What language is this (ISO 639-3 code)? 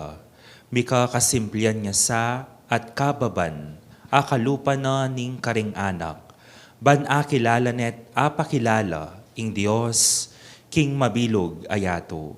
pam